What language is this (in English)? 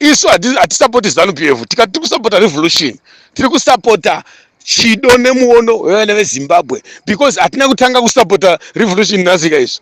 Shona